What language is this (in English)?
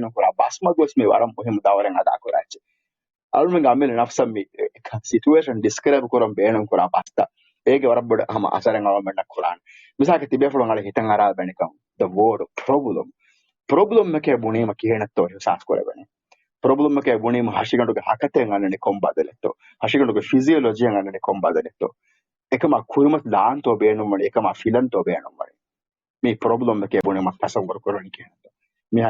Divehi